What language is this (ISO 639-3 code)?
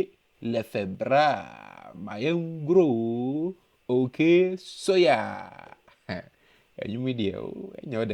aka